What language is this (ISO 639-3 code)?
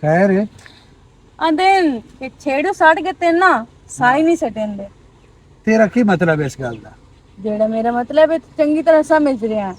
lah